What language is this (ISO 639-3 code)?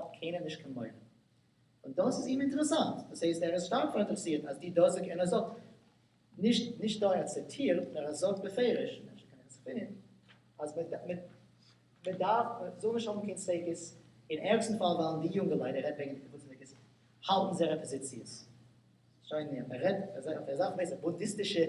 yid